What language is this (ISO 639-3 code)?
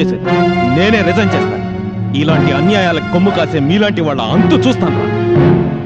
tel